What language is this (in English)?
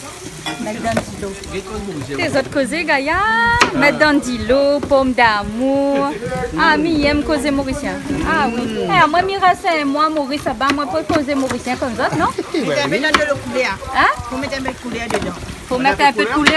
Réunion Creole French